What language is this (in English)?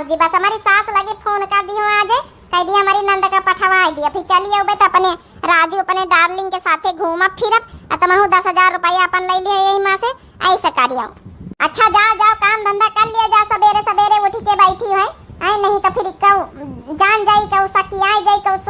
Awadhi